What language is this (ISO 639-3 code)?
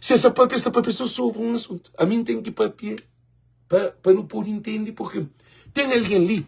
kea